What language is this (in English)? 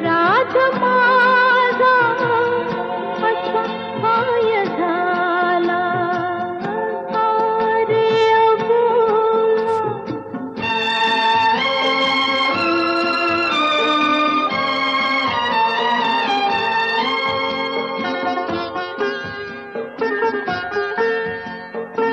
Marathi